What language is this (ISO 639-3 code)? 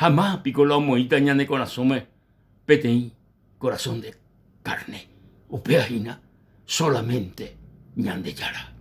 grn